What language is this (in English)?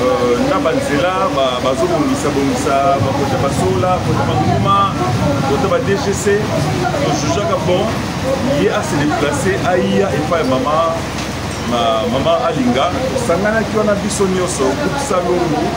Lingala